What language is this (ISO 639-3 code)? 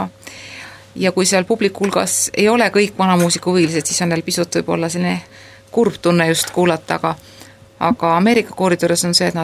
est